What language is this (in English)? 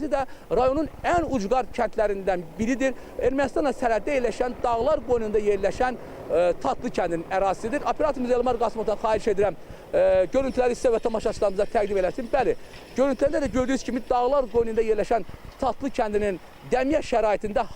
Azerbaijani